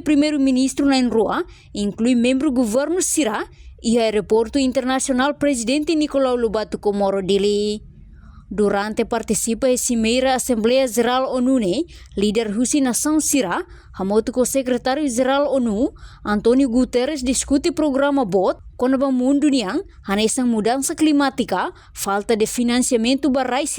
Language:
Tetum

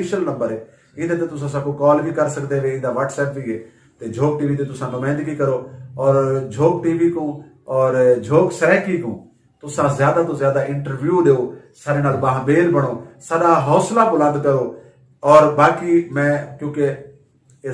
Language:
Saraiki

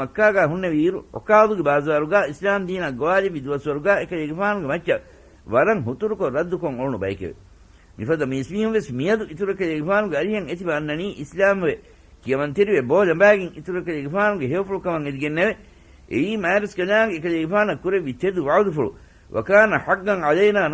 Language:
Divehi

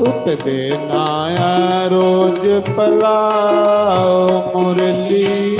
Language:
Dogri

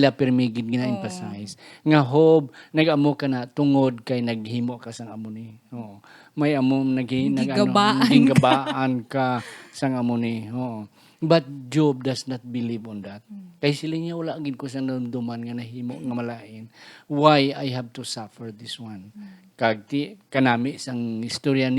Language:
Hiligaynon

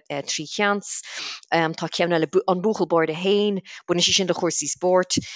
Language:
Irish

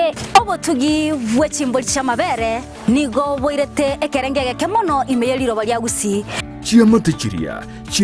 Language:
Gusii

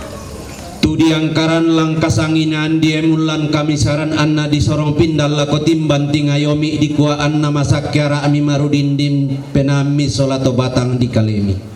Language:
Toraja-Sa'dan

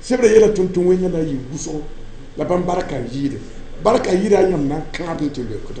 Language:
Mossi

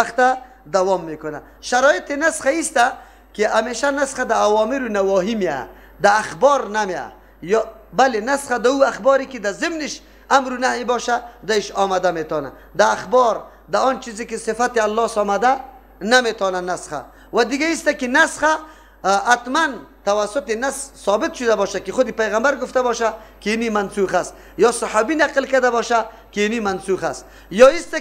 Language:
Persian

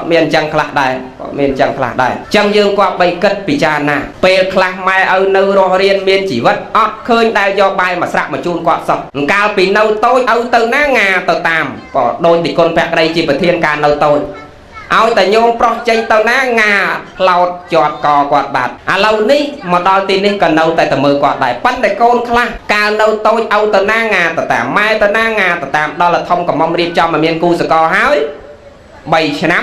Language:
Khmer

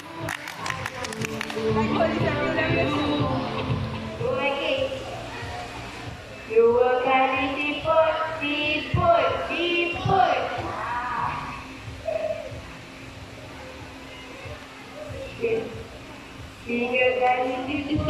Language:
Malay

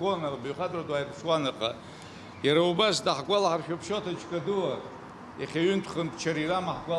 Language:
Abkhazian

